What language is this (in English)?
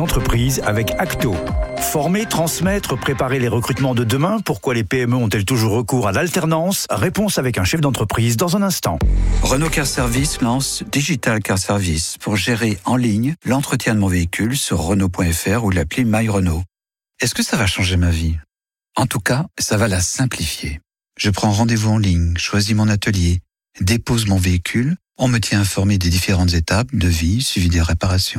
French